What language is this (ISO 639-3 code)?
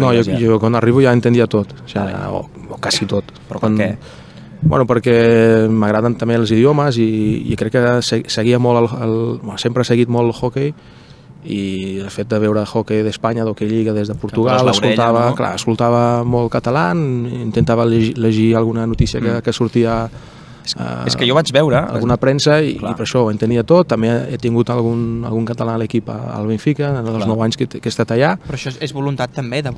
cat